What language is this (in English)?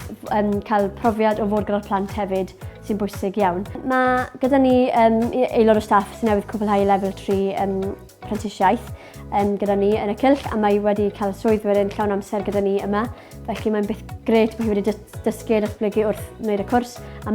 Welsh